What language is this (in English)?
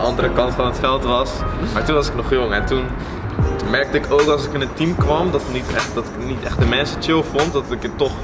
Dutch